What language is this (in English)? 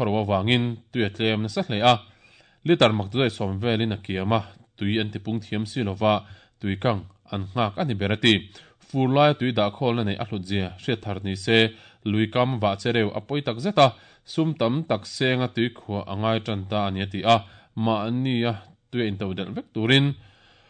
Mizo